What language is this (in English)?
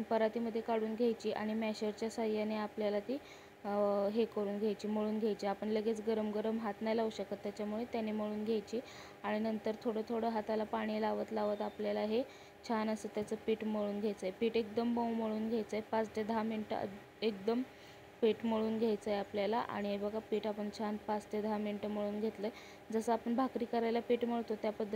Marathi